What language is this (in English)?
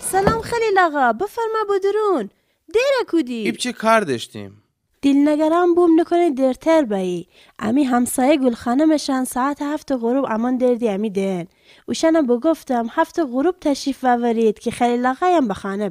Gilaki